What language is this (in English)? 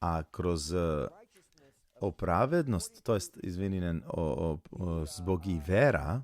Balkan Romani